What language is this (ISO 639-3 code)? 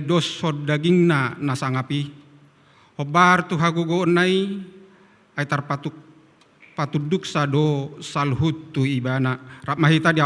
bbc